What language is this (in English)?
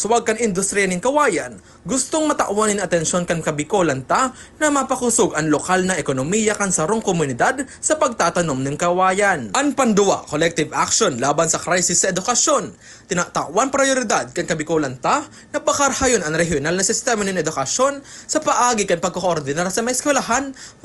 Bikol